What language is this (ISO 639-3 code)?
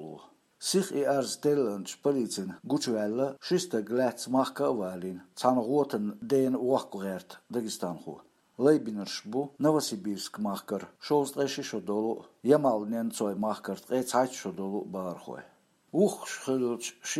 che